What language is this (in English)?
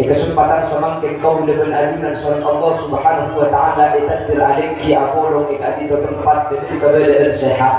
Madurese